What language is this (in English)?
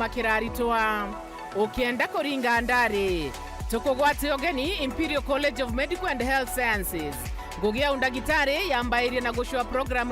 Meru